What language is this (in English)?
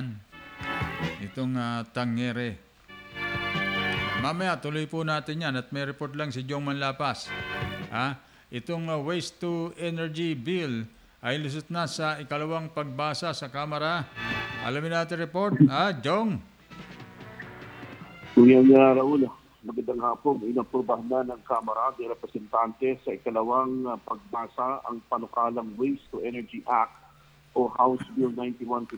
Filipino